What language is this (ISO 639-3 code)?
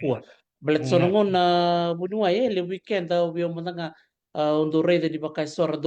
fij